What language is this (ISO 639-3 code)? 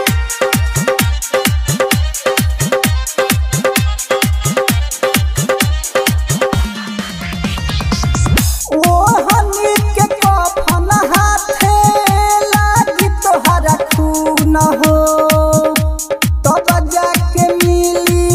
bho